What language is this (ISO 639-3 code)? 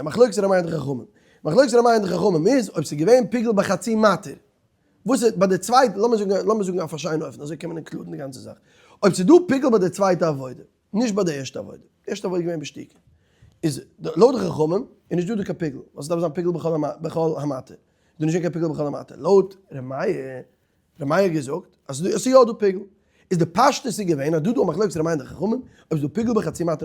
yid